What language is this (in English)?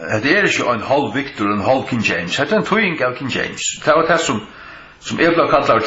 Faroese